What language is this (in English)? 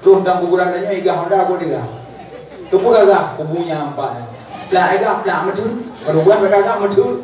Achinese